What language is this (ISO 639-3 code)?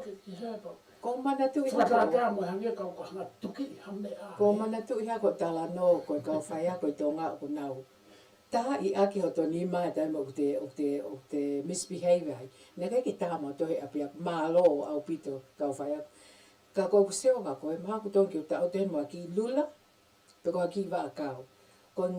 ton